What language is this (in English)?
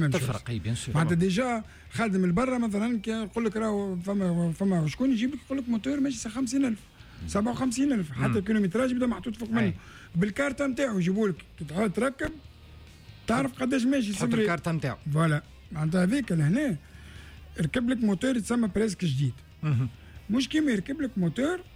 Tunisian Arabic